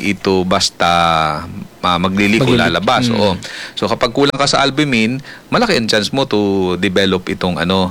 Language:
Filipino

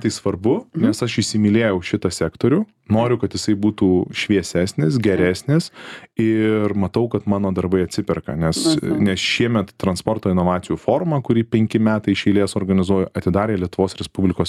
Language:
Lithuanian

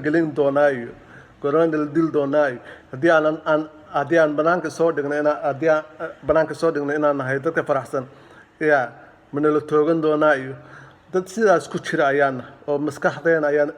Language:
Somali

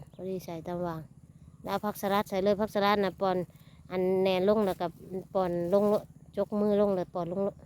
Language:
Northeastern Thai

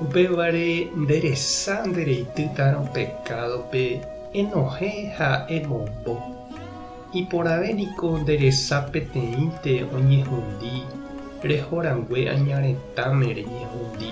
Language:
Guarani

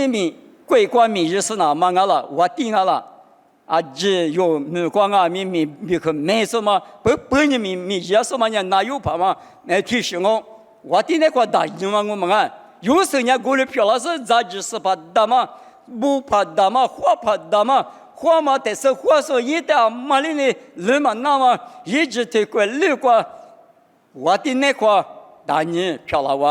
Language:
Lisu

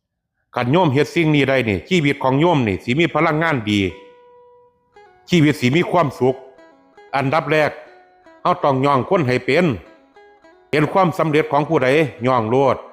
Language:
Lao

